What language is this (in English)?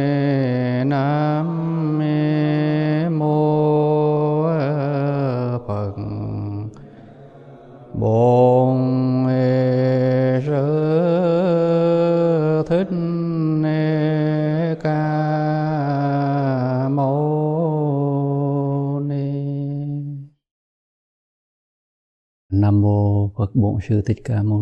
Vietnamese